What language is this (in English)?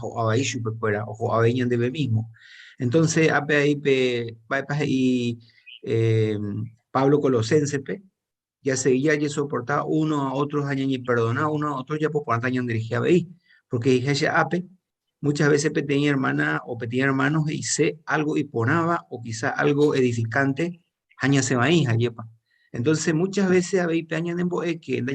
Guarani